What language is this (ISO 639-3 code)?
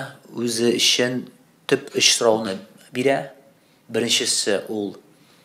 tat